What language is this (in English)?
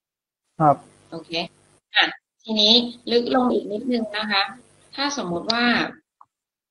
Thai